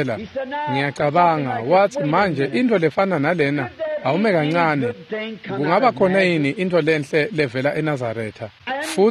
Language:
Swati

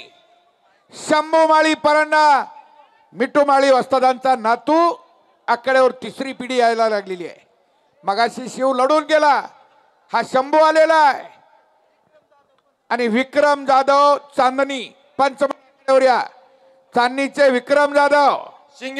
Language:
Marathi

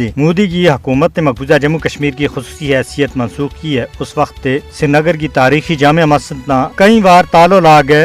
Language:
Gujari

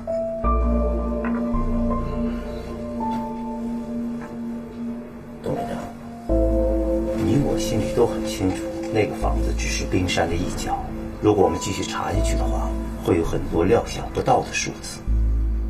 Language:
Chinese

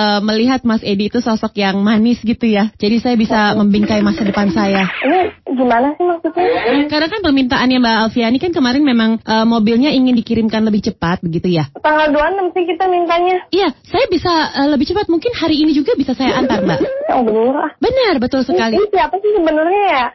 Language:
Indonesian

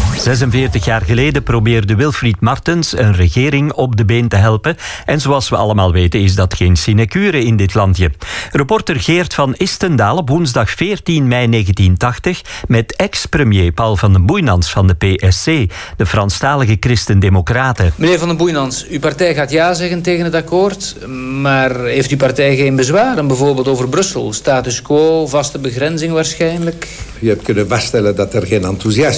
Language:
Dutch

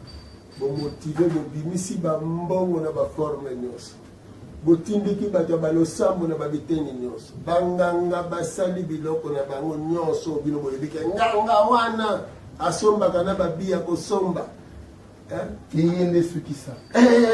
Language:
Lingala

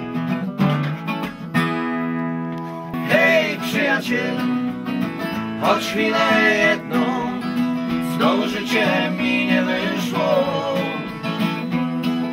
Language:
Polish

